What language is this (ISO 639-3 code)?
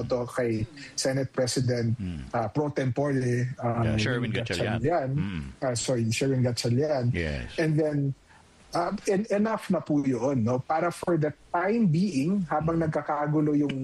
fil